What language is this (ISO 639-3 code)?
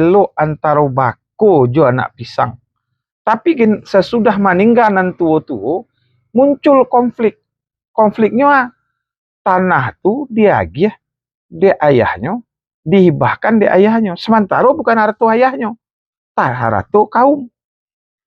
min